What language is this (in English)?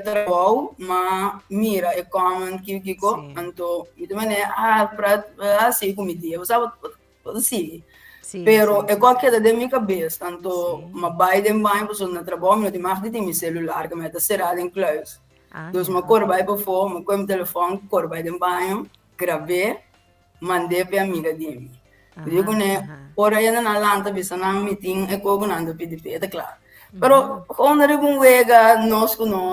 Papiamento